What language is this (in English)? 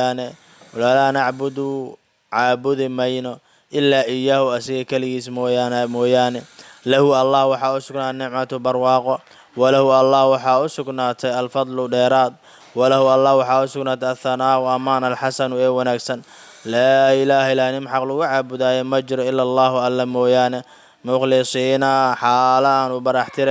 Somali